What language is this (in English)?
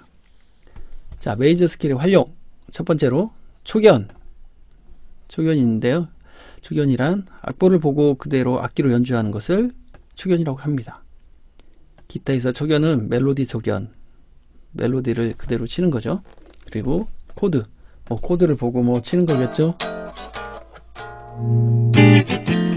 Korean